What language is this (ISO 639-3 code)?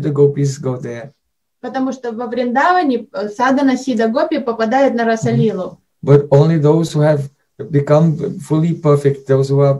eng